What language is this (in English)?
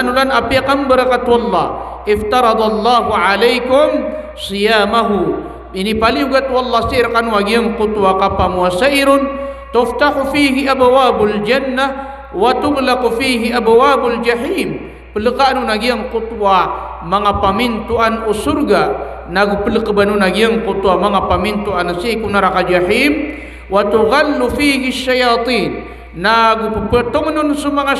Maranao